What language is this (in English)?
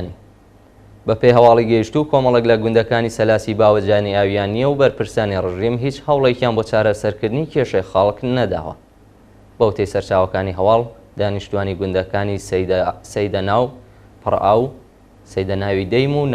Central Kurdish